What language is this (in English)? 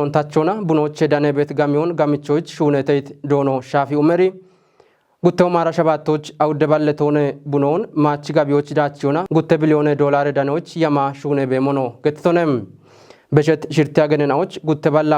Kafa